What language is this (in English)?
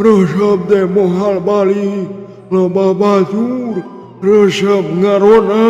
Sundanese